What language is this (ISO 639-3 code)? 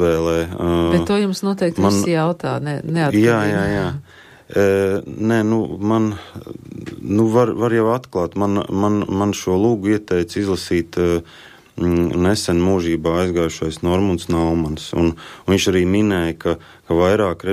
lav